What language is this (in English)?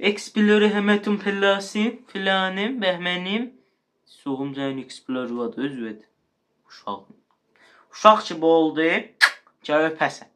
South Azerbaijani